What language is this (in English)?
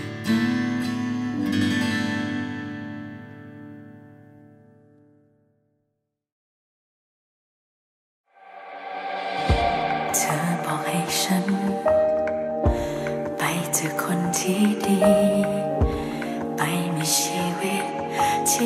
Thai